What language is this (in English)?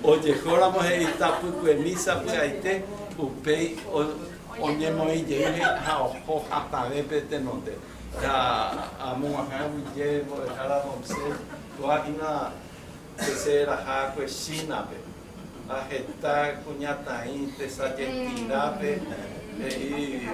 Guarani